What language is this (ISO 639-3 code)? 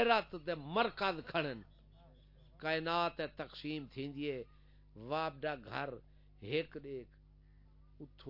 skr